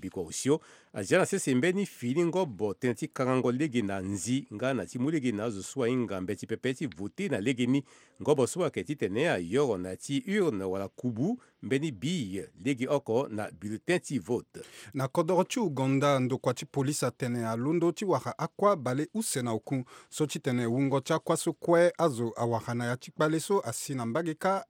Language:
Sango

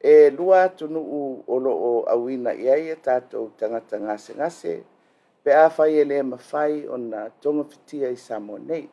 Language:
Samoan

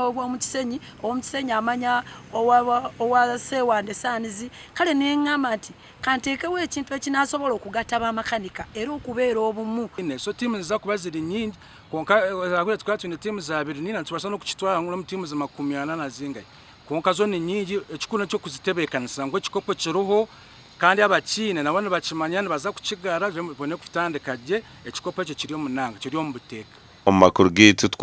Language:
Nyankole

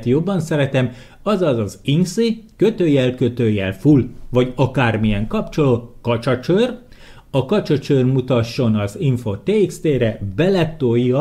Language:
Hungarian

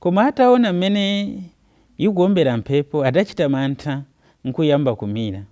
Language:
Nyanja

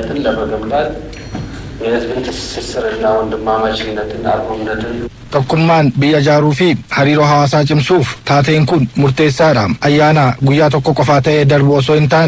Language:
Oromo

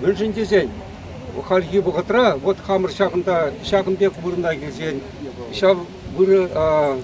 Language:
Chuvash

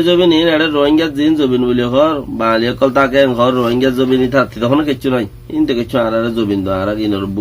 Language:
Rohingya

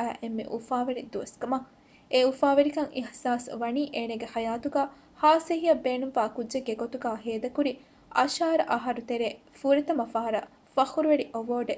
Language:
Divehi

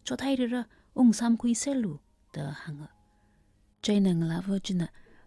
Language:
Tangkhul Naga (India)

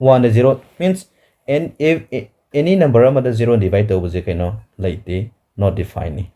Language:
Manipuri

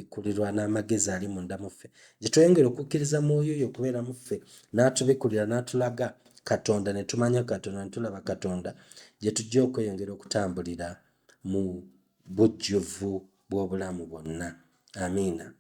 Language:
Ganda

